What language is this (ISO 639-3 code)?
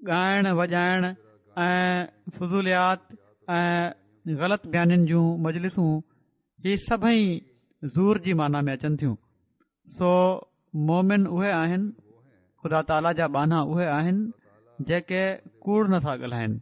snd